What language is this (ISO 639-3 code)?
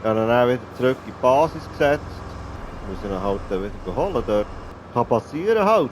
gsw